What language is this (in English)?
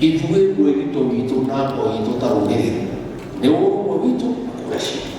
Kikuyu